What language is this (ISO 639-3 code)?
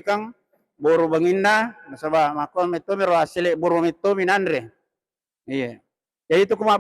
bug